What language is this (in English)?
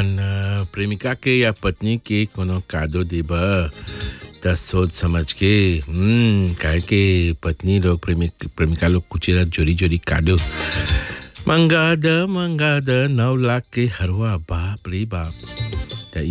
Bhojpuri